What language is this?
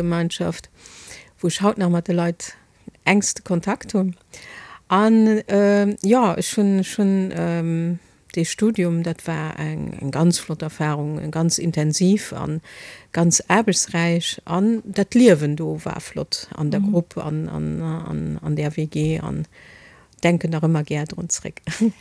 Luxembourgish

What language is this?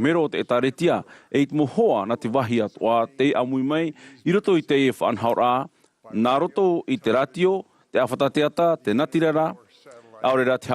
Tahitian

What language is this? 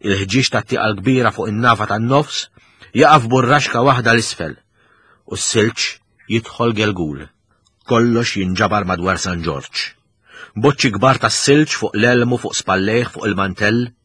Maltese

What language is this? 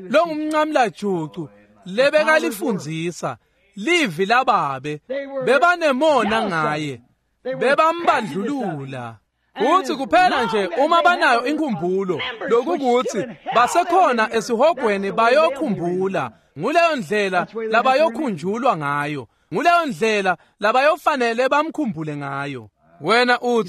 Swati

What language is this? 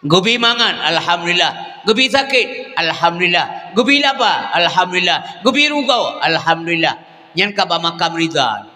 Achinese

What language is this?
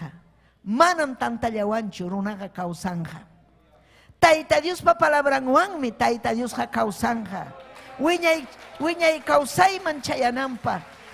Ayacucho Quechua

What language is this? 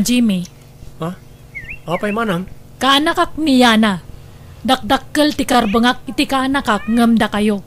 Iloko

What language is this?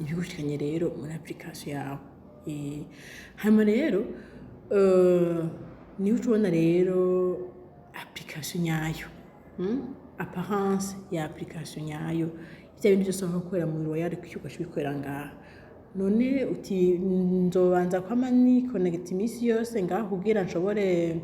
Rundi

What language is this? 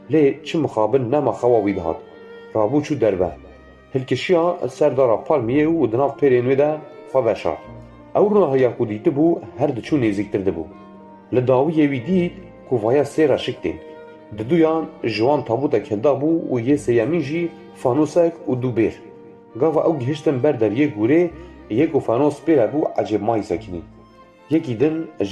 Kurdish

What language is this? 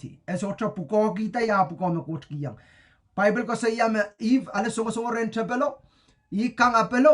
Pohnpeian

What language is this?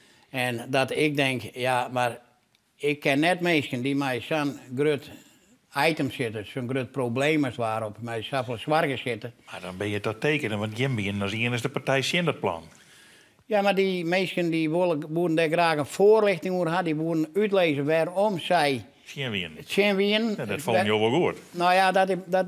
Western Frisian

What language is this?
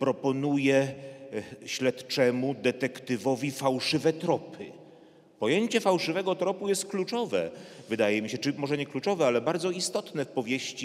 Polish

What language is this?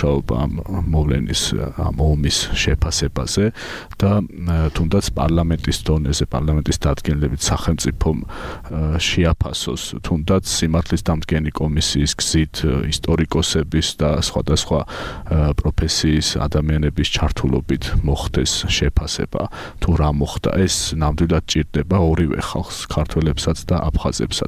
Georgian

